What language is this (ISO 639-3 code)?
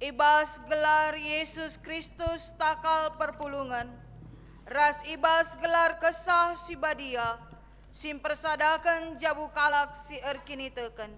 btx